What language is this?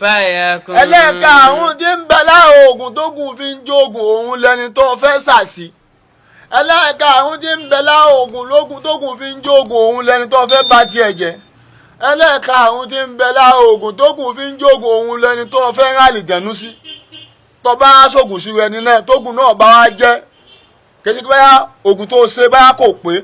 Yoruba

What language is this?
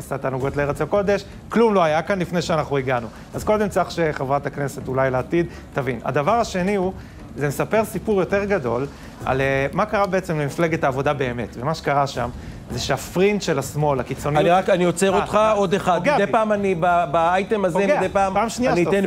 Hebrew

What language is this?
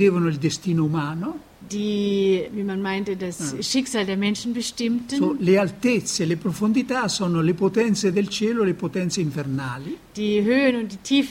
German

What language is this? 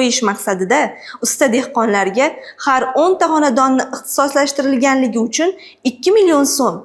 Uzbek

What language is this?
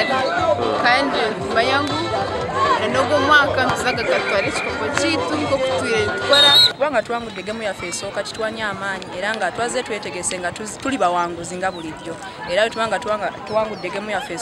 Nyankole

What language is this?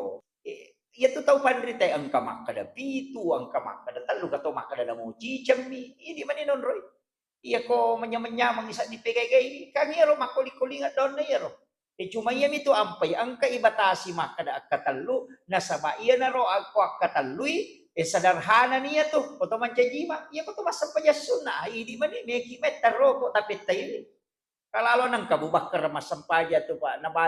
Buginese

